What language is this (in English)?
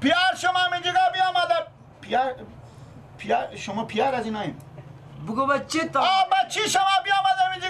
Persian